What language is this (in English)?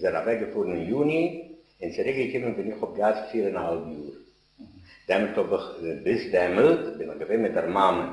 Yiddish